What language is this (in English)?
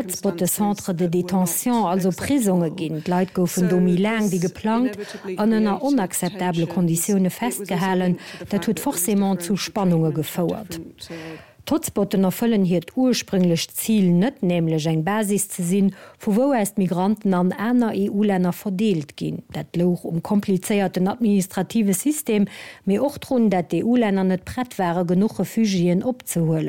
Luxembourgish